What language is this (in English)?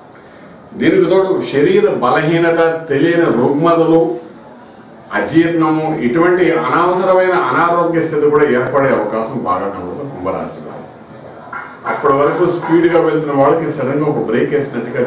Telugu